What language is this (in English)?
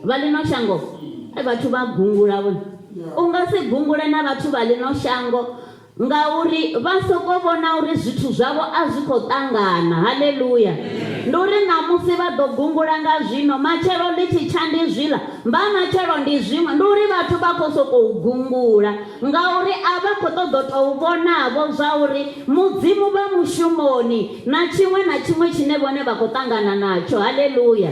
Venda